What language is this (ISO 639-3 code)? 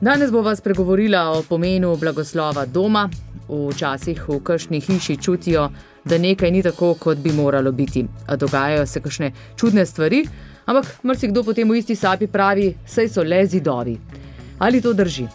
slv